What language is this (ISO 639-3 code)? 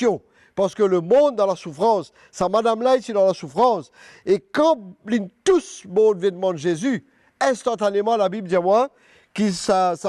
mfe